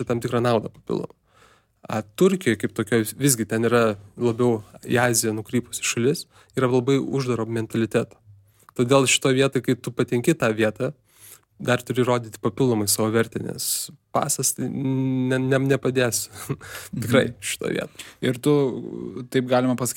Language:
Lithuanian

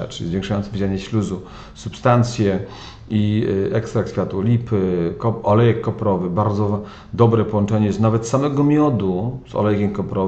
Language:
Polish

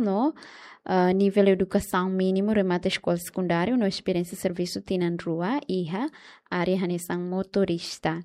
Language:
Tetum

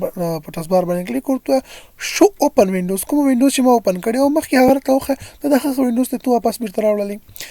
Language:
Pashto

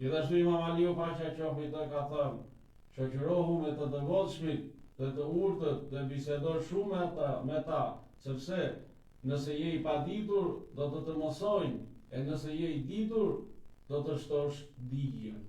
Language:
Albanian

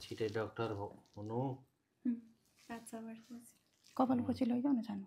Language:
Nepali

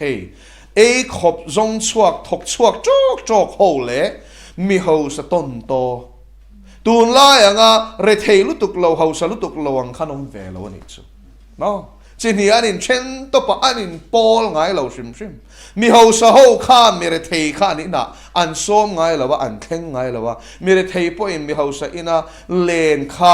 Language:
Mizo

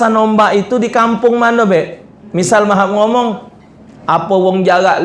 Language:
Musi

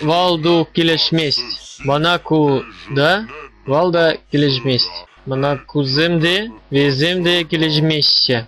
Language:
Chuvash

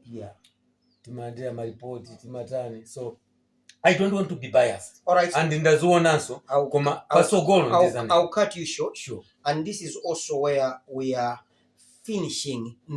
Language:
Nyanja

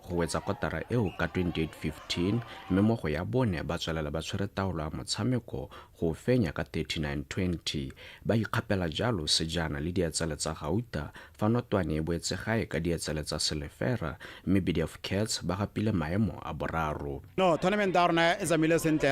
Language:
Tswana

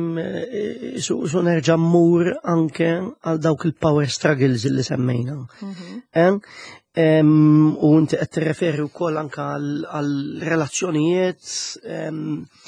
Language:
Maltese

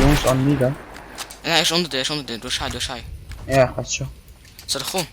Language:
Swiss German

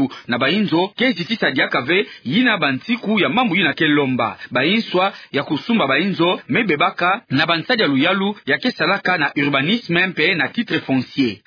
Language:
Kituba (Democratic Republic of Congo)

